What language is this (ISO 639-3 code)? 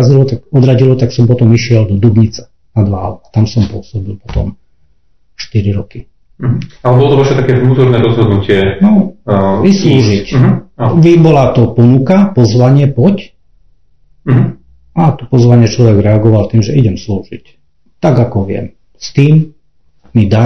slk